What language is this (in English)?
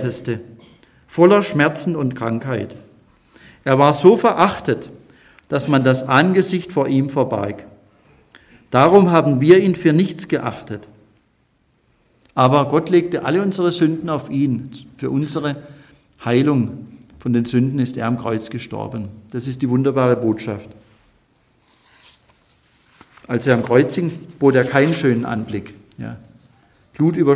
German